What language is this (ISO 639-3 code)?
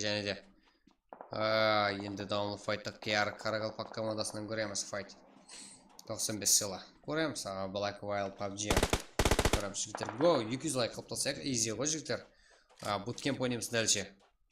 kaa